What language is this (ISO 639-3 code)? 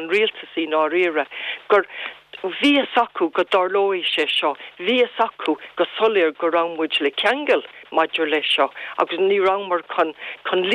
gle